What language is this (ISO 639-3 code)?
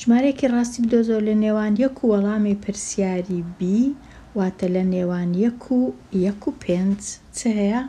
ckb